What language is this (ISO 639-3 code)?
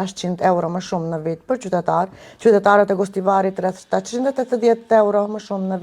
mkd